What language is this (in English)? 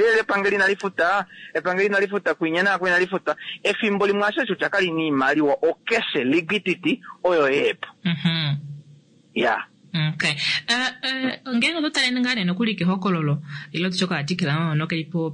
Kuanyama